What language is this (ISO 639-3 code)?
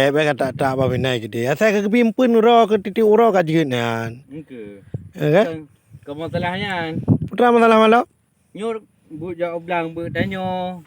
ace